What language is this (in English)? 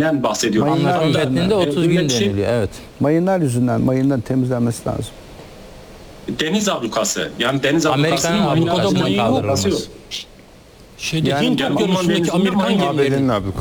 Turkish